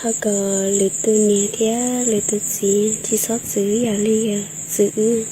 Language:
Hmong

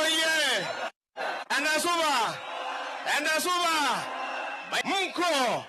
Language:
Gusii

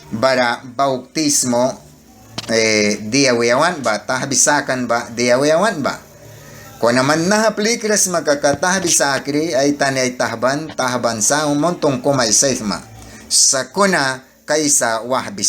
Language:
Mískito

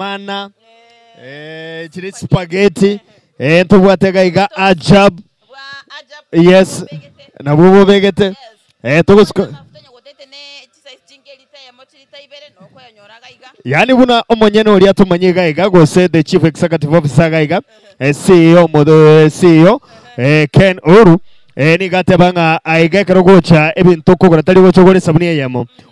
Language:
Gusii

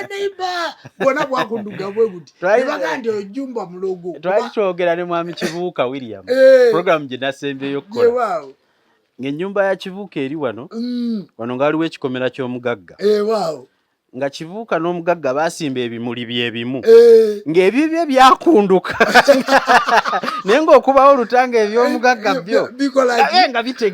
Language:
Ganda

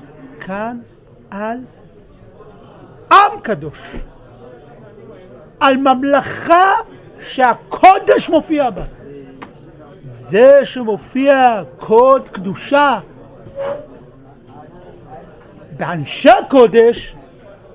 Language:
Hebrew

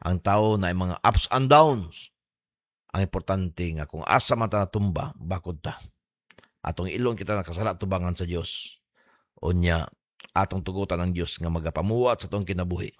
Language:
Cebuano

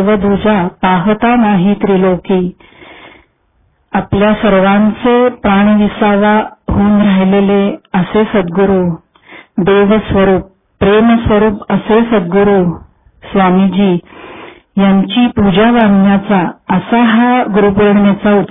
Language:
Marathi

